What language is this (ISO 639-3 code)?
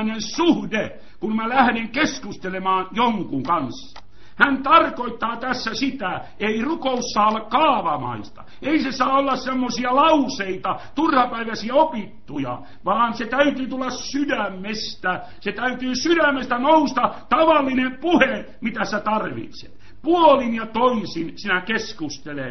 fin